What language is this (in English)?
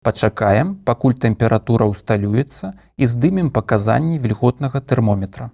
Belarusian